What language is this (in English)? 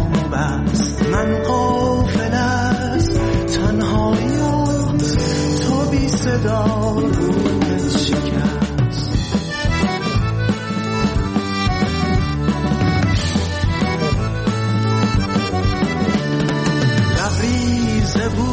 Persian